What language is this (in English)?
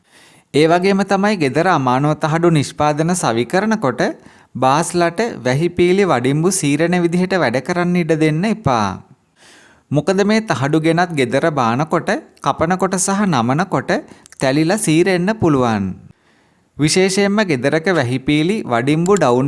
Sinhala